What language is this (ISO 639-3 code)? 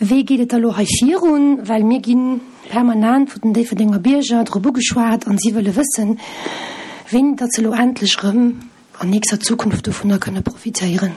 ltz